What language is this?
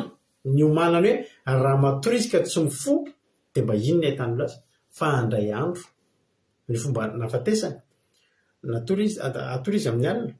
Malagasy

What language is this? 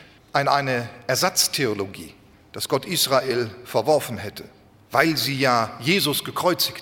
German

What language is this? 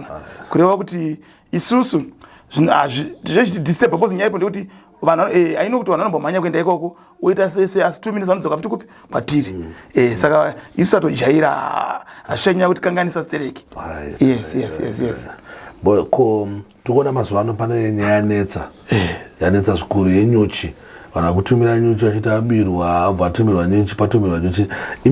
Shona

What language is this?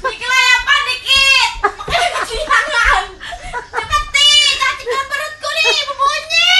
Banjar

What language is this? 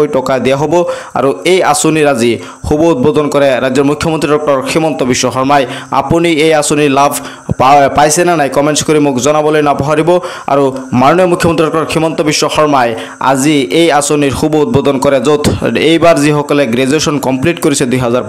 Assamese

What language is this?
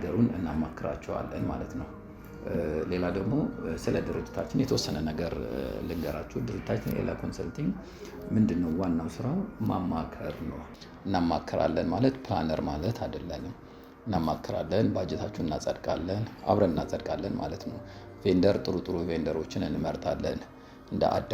Amharic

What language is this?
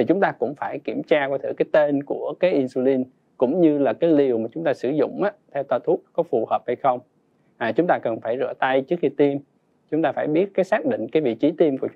Vietnamese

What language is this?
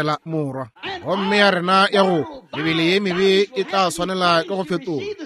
Northern Sotho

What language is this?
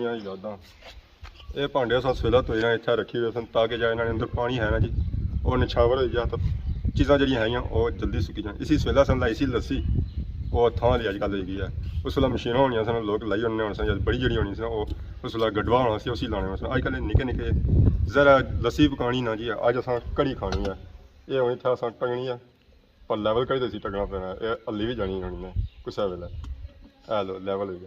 Pahari-Potwari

